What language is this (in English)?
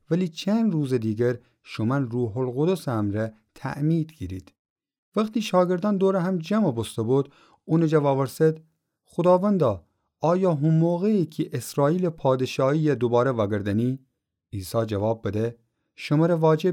Gilaki